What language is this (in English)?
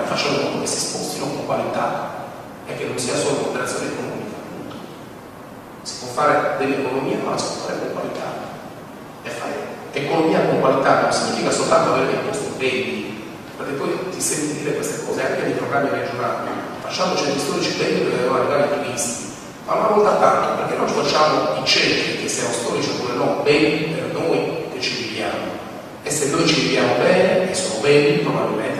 Italian